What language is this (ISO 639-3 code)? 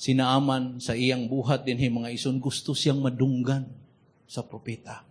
ceb